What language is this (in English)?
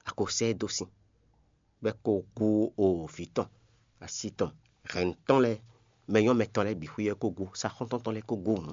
Fon